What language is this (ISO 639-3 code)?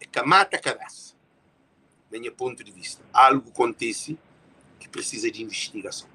kea